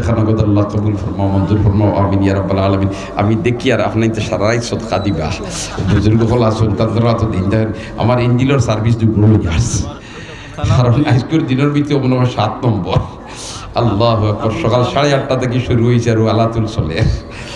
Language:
Sylheti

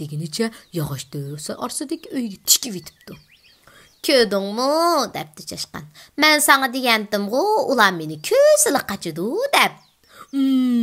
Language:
Uyghur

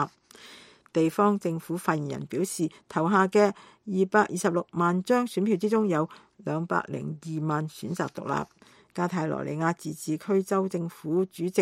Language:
Cantonese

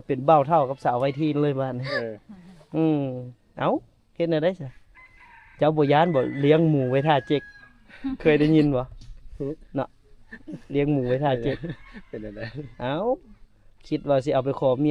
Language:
Lao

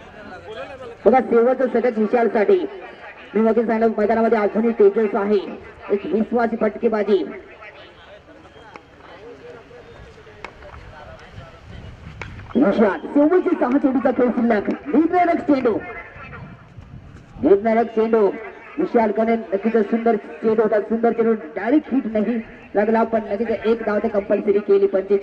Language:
Marathi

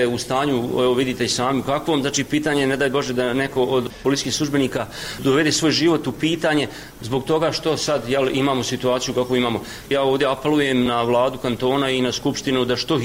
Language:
Croatian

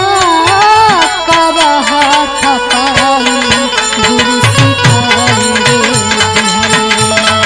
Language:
Bhojpuri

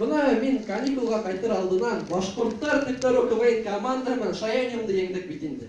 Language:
Bashkir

